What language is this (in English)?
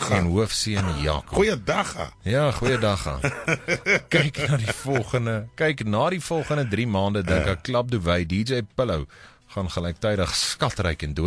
Afrikaans